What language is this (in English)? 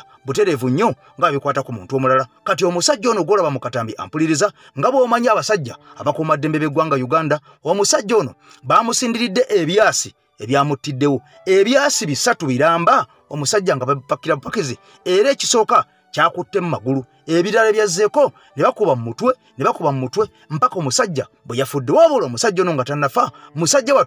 Ganda